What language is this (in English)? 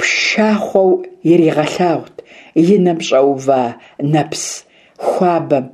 Kabardian